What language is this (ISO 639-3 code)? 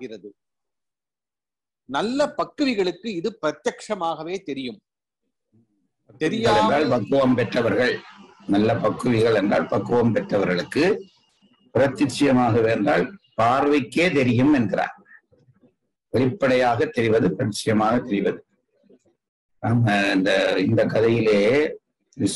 tam